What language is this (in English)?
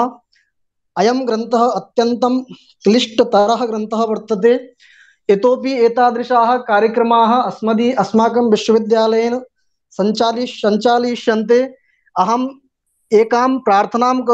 Sanskrit